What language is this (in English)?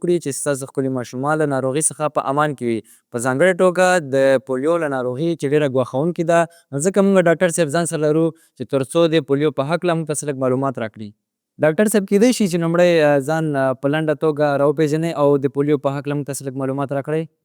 Pashto